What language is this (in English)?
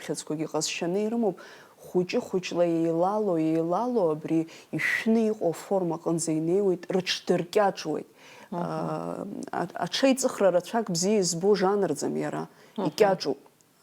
Abkhazian